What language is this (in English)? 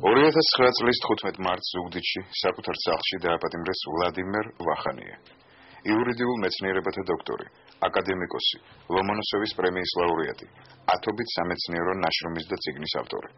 Georgian